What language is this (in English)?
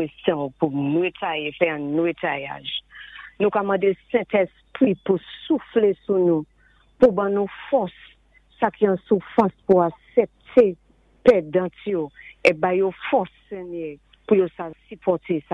Saint Lucian Creole French